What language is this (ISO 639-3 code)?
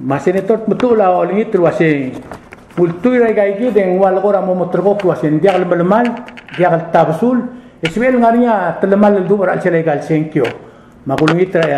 pau